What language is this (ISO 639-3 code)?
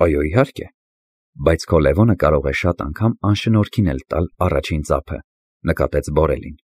hye